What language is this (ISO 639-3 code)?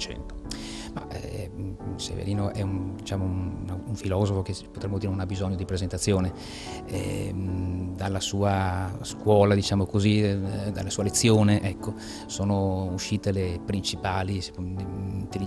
ita